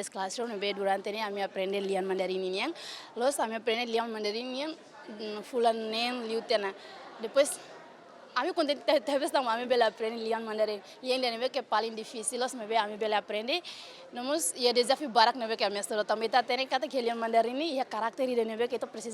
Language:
Tetum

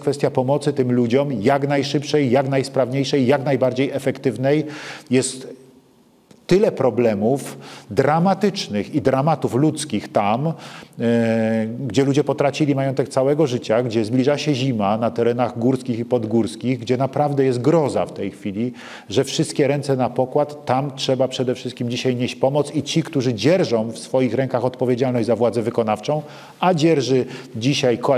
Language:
Polish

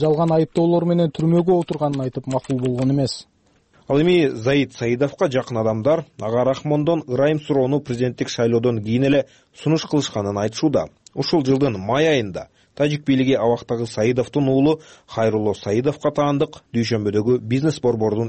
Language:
Kyrgyz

